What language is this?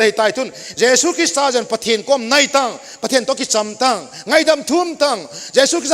Thado Chin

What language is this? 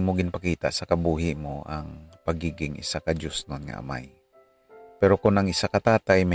Hiligaynon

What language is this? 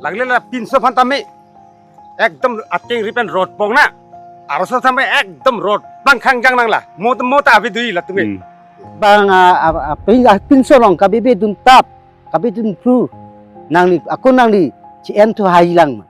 Karbi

